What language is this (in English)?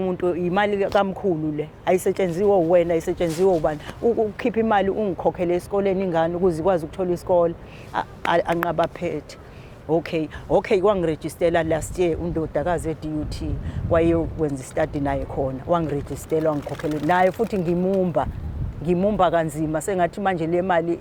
Zulu